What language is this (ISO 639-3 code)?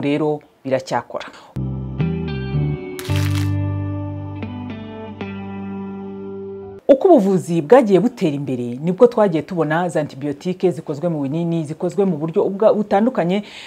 kin